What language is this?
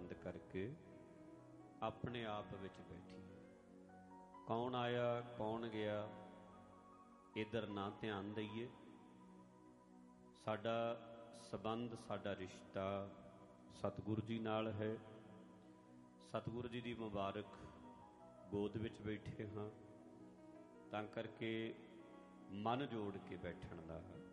Punjabi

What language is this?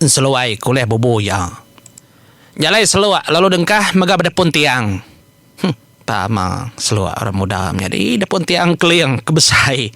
Iban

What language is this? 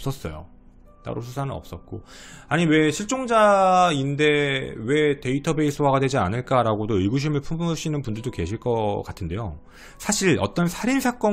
Korean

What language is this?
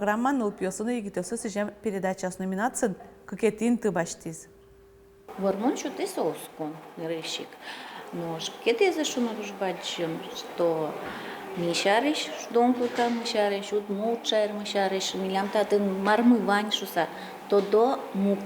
Udmurt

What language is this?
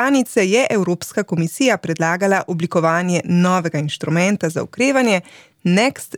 Slovenian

